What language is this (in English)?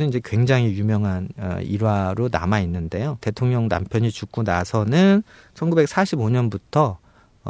Korean